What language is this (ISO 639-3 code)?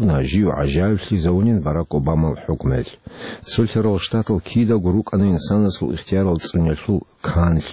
ava